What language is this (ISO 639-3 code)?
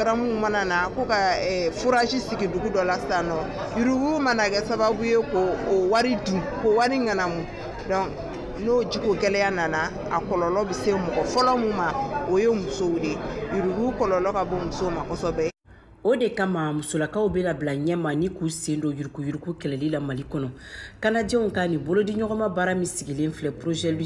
bam